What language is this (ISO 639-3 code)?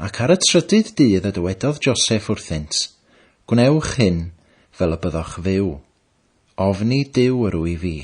cym